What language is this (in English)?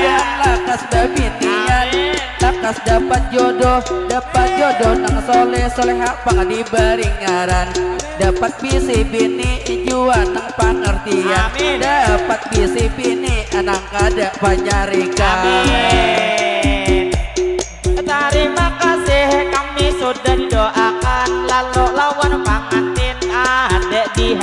Banjar